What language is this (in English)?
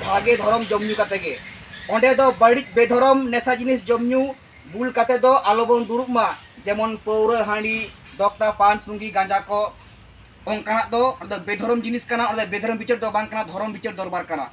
Santali